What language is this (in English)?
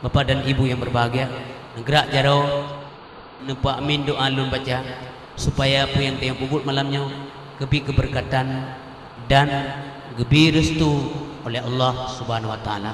Achinese